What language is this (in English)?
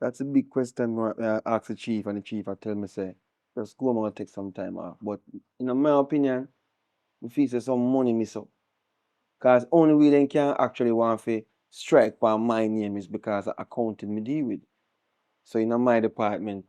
Jamaican Creole English